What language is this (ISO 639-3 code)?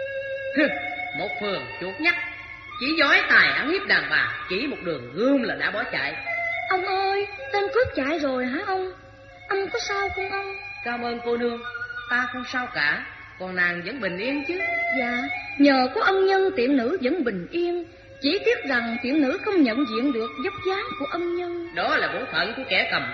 vie